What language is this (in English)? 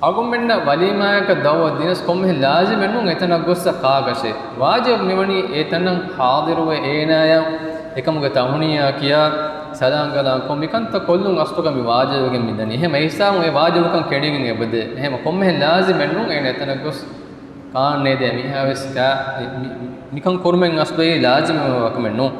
Divehi